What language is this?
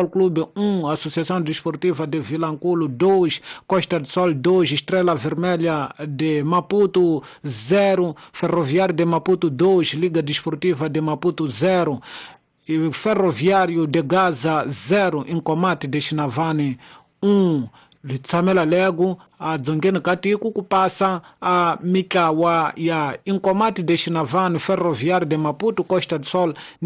Tsonga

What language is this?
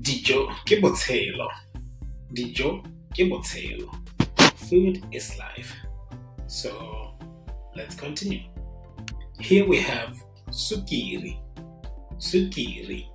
Tswana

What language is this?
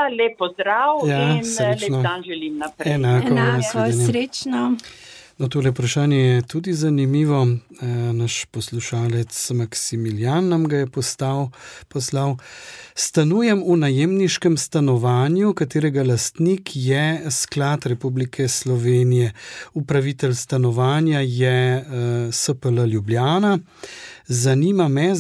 Slovenian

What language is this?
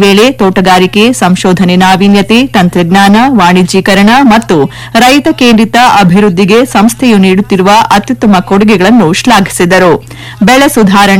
Kannada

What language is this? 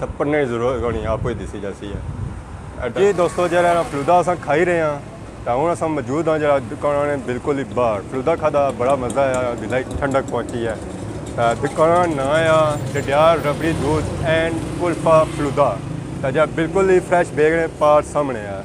Pahari-Potwari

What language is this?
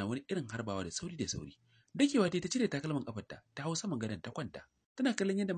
Hausa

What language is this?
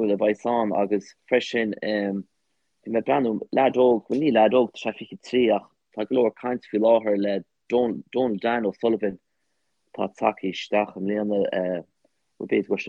Irish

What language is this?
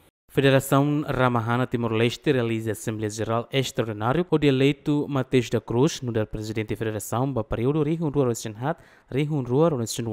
Tetum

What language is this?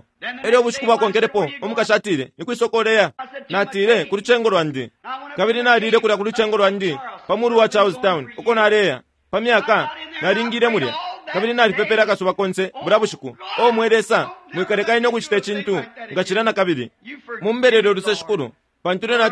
Bemba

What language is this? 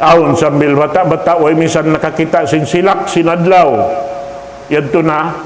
Tausug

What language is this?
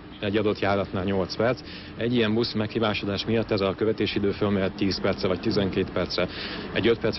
Hungarian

